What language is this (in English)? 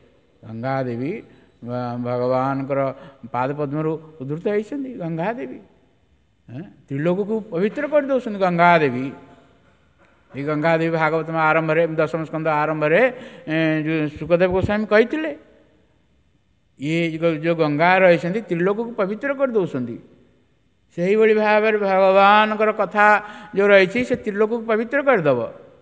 Odia